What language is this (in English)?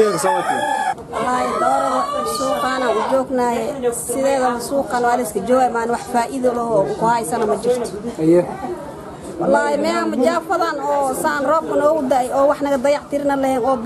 Somali